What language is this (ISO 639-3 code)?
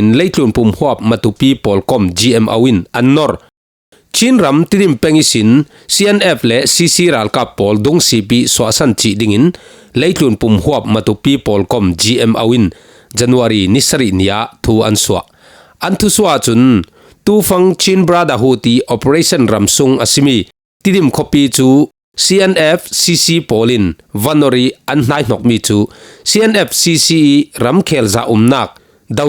cfm